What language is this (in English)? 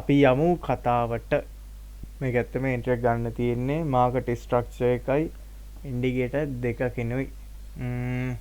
Sinhala